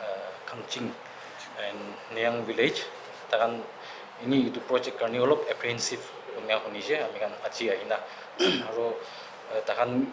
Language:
Naga Pidgin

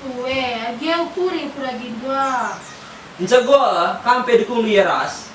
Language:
Batak Karo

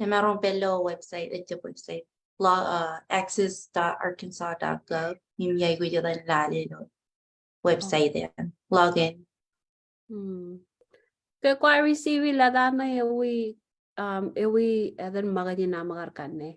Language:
Marshallese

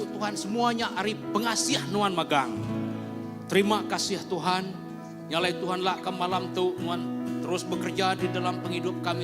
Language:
Iban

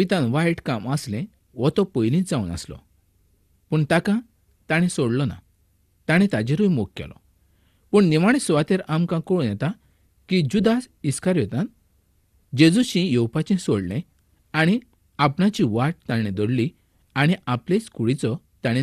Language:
Konkani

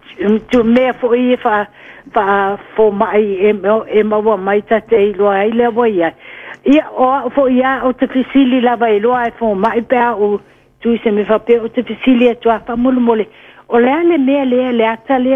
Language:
Samoan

